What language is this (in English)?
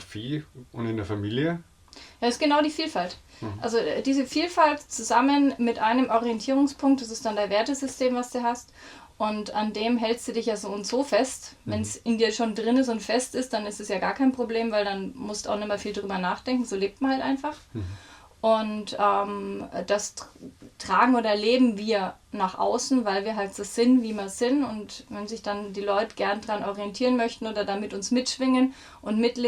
Bavarian